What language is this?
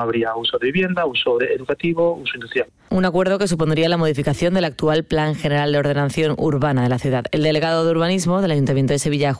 Spanish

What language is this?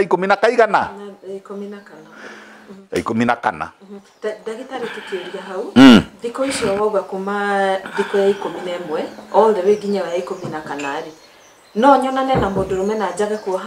Kikuyu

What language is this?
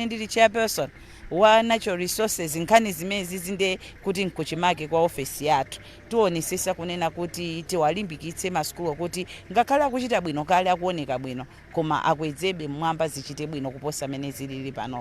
Nyanja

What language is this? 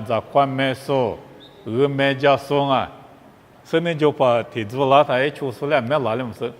Lisu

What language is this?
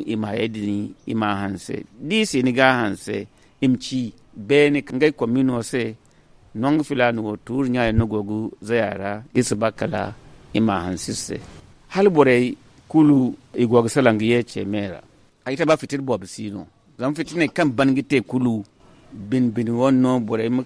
Zarma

